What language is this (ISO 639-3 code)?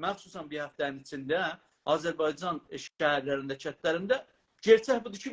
azb